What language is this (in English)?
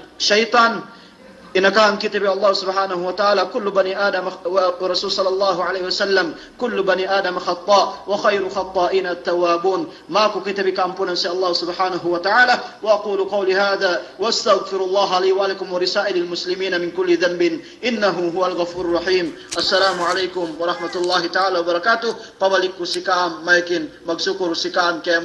Yakan